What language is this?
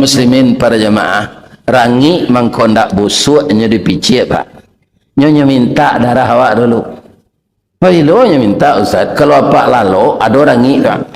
Minangkabau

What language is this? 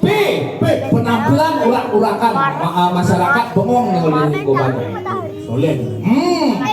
Balinese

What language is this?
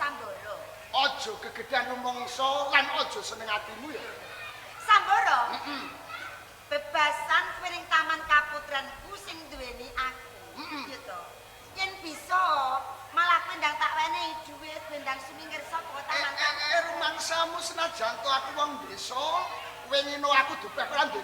Javanese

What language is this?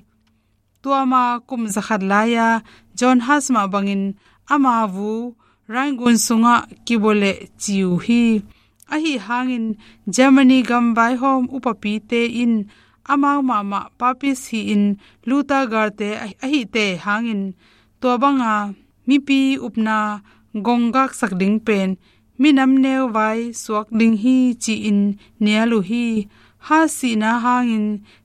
Tedim Chin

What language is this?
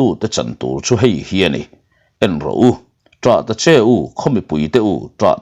Mizo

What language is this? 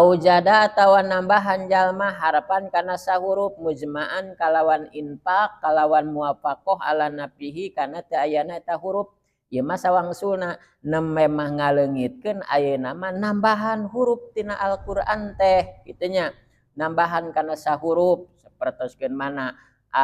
Sundanese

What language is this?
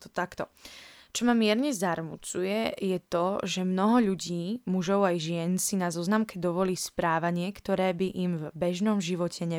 Slovak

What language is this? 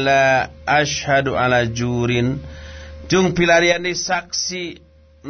Sundanese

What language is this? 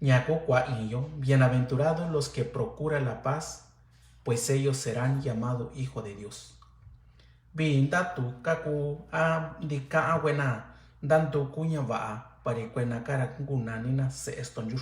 Mixtepec Mixtec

